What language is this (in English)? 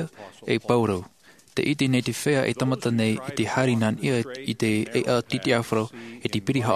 Tahitian